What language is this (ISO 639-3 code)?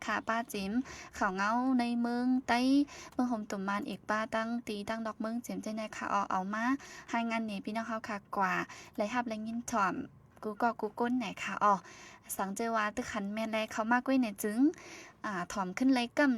shn